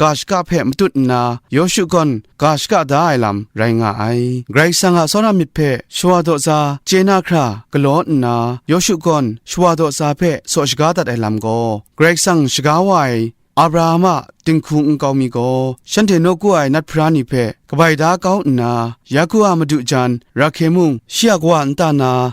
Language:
Kachin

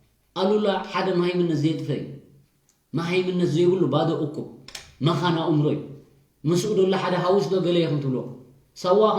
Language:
Tigrinya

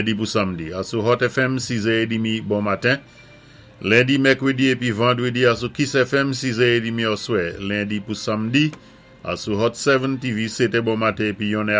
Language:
Saint Lucian Creole French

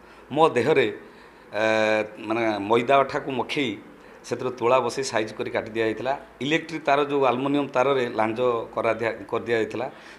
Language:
Odia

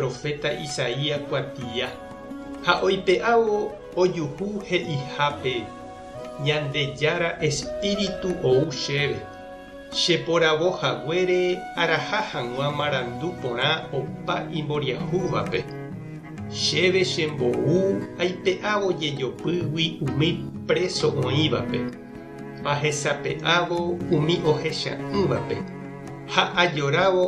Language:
Guarani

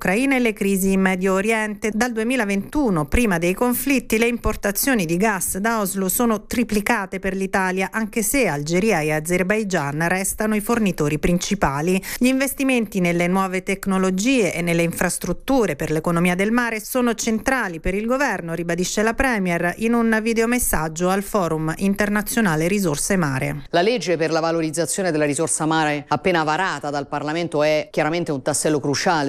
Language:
Italian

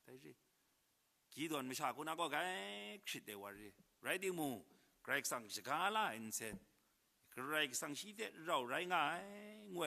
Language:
Kachin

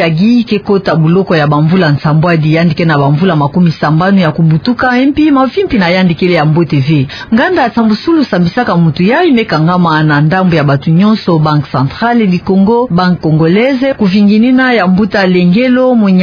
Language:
Kituba (Democratic Republic of Congo)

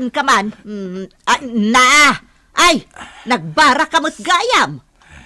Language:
Iloko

